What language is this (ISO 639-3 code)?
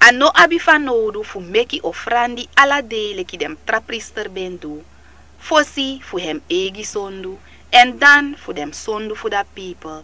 srn